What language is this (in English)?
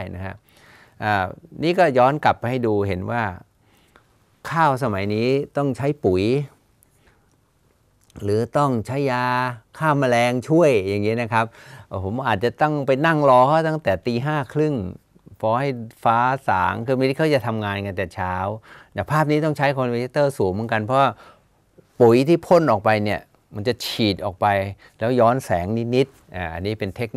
Thai